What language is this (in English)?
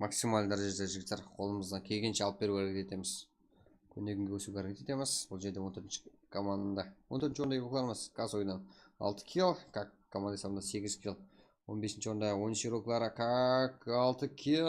Kara-Kalpak